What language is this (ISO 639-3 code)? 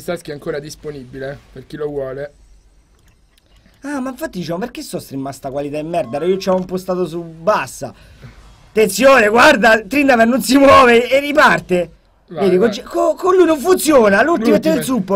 ita